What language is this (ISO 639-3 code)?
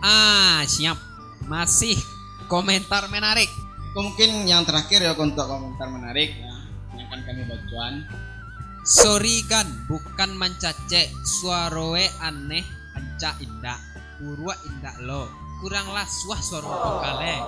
min